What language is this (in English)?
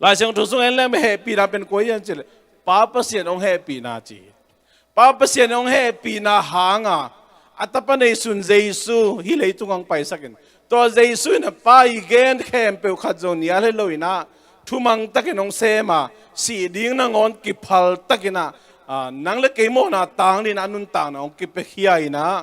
Tedim Chin